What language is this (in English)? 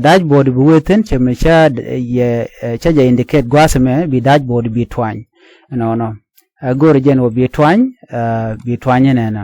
Nuer